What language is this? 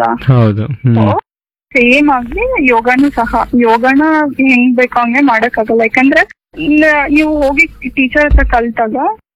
Kannada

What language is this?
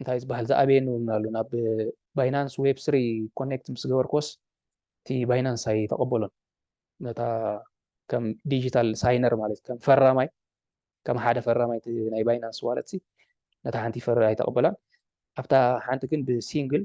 Tigrinya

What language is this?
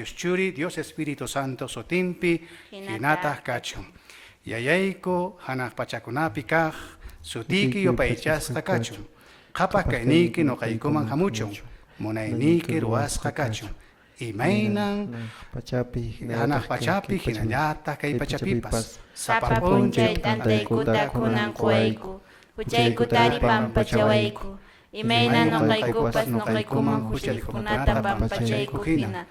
Quechua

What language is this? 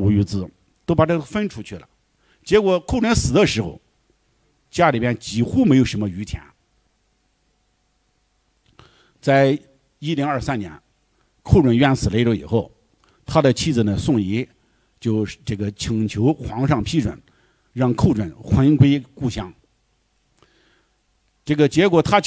Chinese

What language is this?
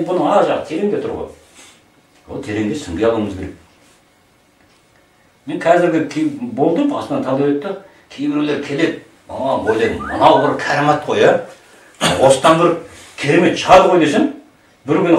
Kazakh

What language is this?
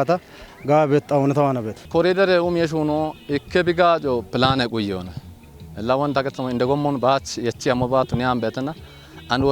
Kafa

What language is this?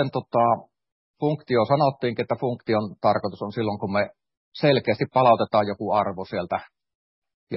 Finnish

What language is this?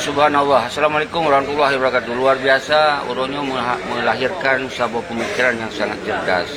Achinese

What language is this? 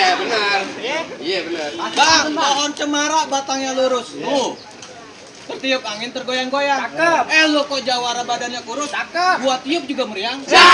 Betawi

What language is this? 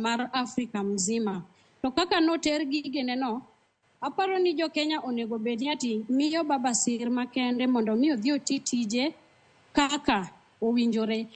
Luo (Kenya and Tanzania)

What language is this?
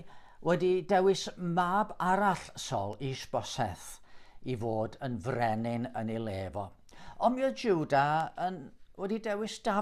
Welsh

